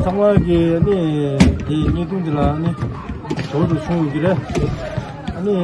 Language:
Tibetan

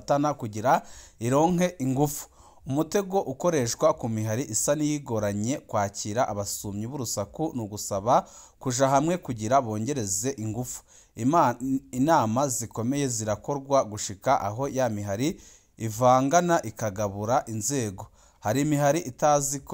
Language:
Rundi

